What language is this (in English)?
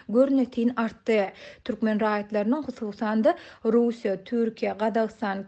Turkmen